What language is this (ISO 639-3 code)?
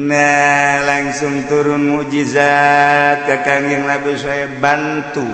sun